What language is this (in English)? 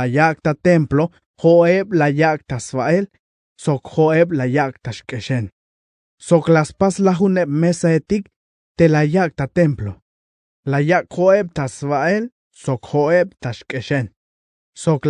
Tzeltal